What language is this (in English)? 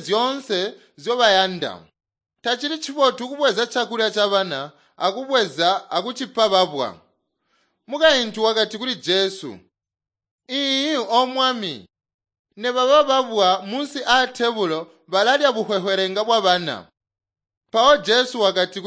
Tonga (Zambia)